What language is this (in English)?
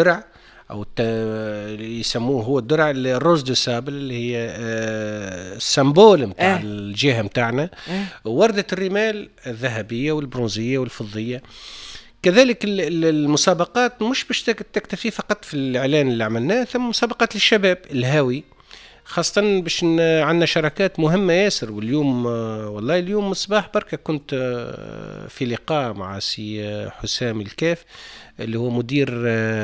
Tunisian Arabic